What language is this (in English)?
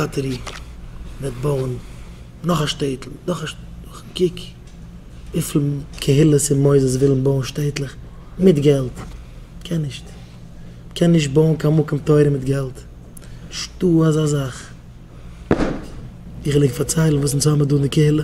Yiddish